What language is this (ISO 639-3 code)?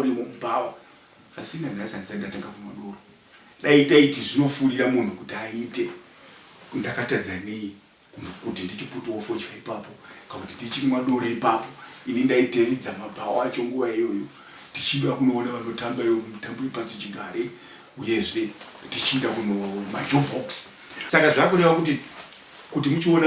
sna